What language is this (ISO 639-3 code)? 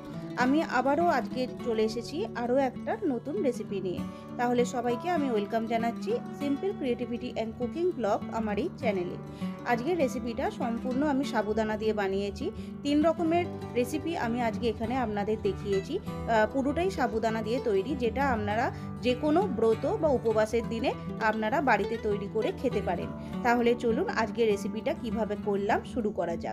ben